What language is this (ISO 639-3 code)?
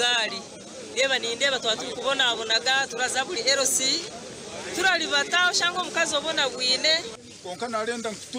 nyn